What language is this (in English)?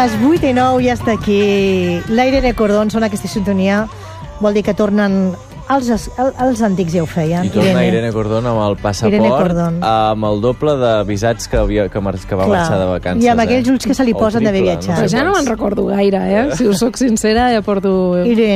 Catalan